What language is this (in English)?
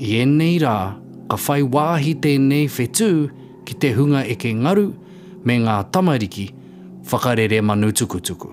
Māori